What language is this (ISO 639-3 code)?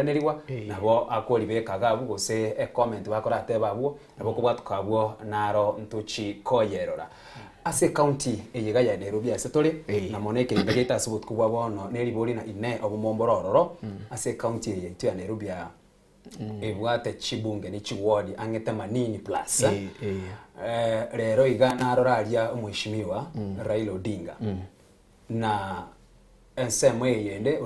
guz